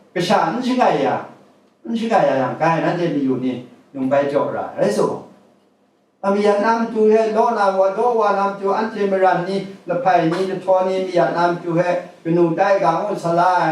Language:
Kachin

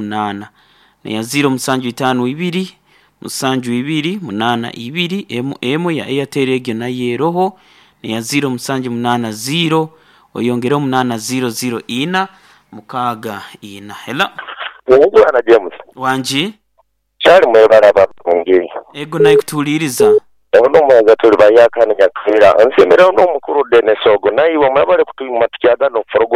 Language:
Nyoro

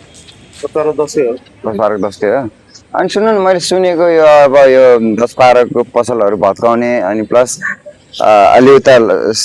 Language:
Nepali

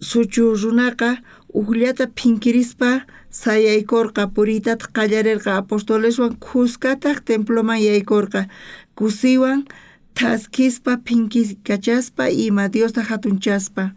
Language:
South Bolivian Quechua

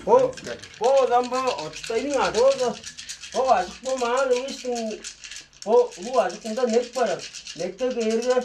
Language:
Tuvinian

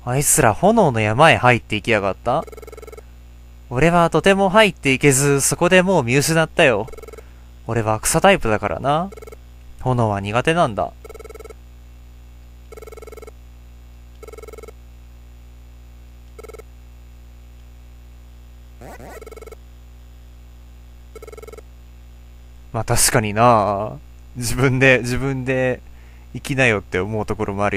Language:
Japanese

